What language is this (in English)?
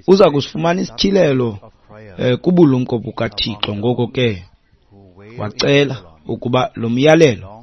Xhosa